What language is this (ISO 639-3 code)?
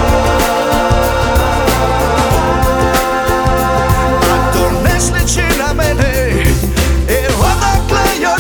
hrv